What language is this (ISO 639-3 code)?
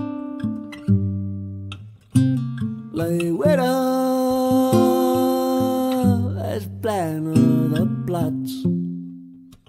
cat